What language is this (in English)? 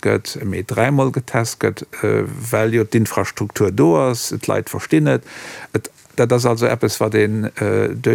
Luxembourgish